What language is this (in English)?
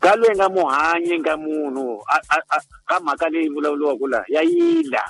Tsonga